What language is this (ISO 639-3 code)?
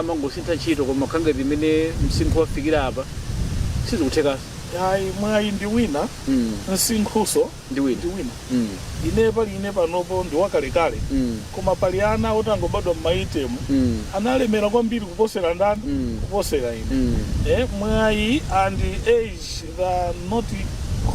nya